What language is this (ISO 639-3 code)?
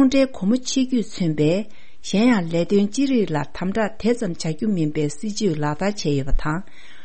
bod